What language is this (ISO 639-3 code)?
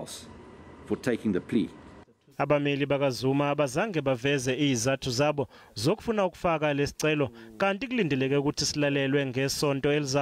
zul